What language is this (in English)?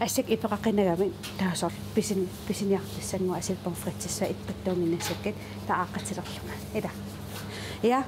Kalaallisut